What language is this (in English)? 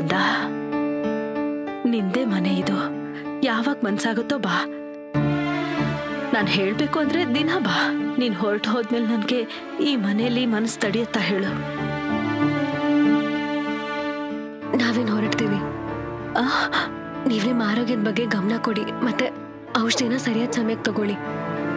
Kannada